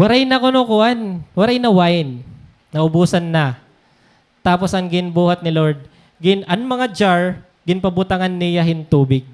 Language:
Waray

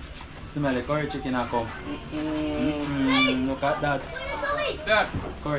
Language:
Jamaican Creole English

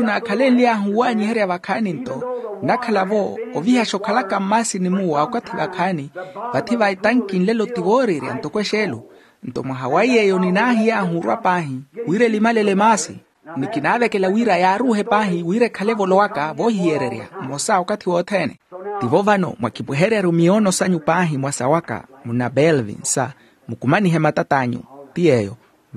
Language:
Makhuwa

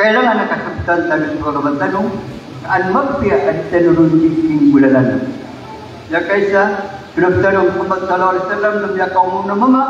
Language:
Maranao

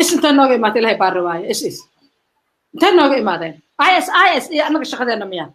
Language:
Somali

